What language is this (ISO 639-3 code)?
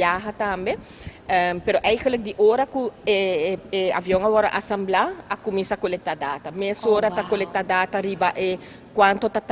pap